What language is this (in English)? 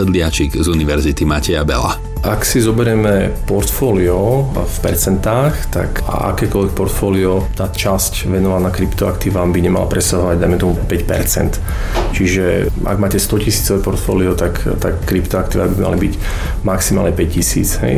Slovak